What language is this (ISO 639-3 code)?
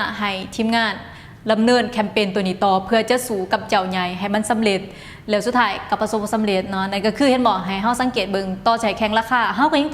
lao